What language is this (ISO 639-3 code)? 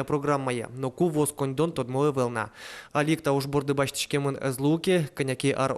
udm